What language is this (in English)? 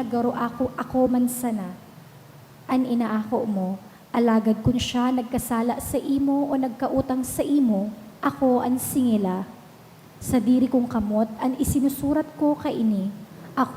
Bikol